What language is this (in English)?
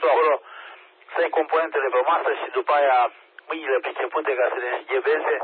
Romanian